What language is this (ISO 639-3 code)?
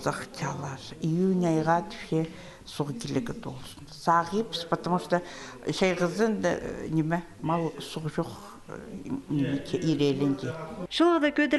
kjh